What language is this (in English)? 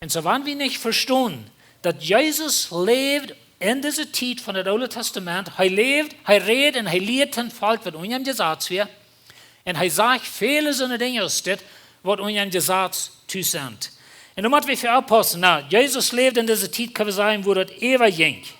Plautdietsch